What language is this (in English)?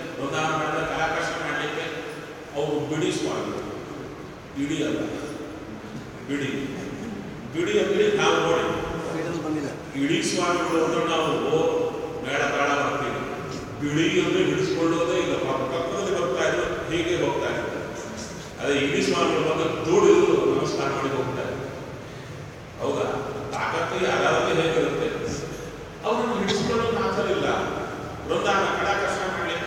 Kannada